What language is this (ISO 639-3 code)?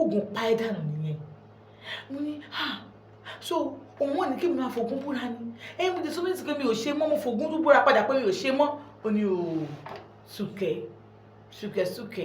yor